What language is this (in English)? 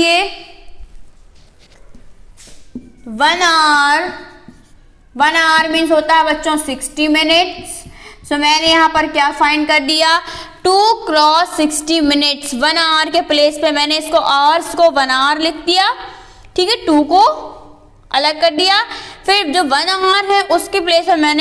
Hindi